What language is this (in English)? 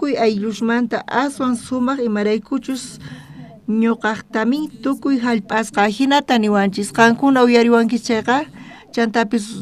South Bolivian Quechua